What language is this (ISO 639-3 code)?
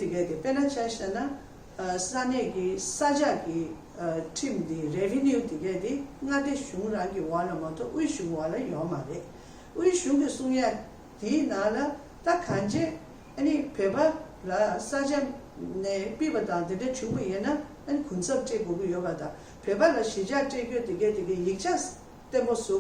bod